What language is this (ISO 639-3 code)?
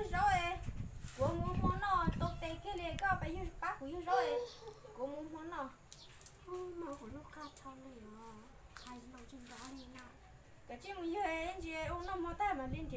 hmn